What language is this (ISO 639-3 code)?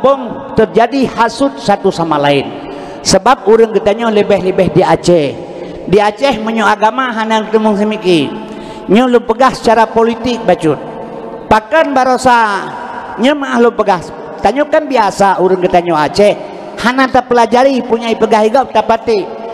ace